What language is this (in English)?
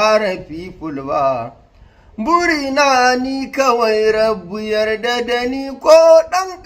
Hausa